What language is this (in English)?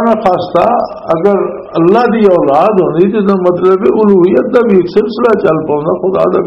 Western Panjabi